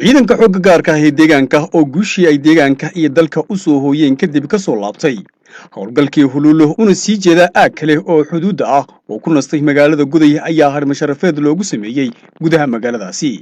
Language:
Somali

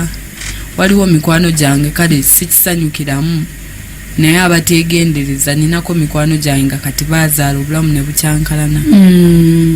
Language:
Ganda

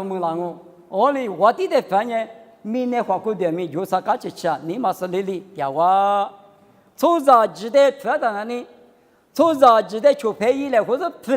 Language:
Lisu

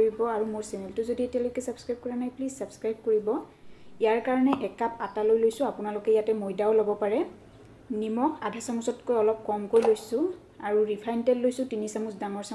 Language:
Assamese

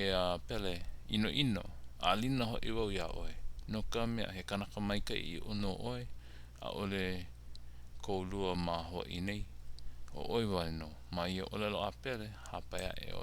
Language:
Hawaiian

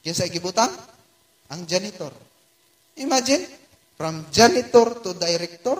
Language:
Cebuano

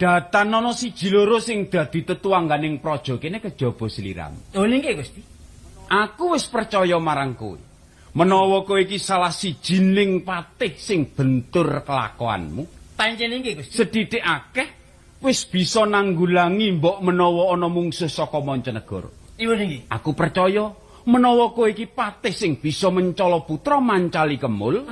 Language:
Javanese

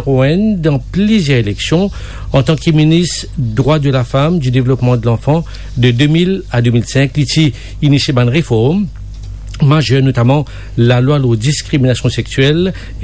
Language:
Morisyen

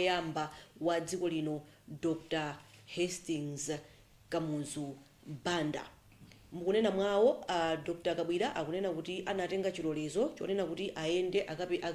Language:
Nyanja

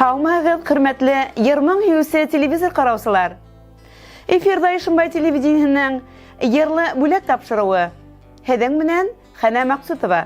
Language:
Bashkir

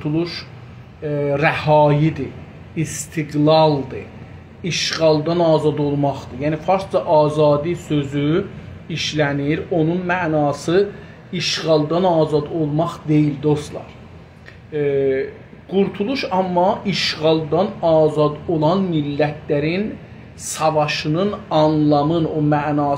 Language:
South Azerbaijani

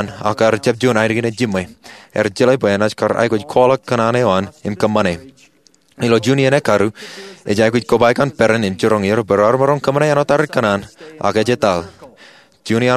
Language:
Marshallese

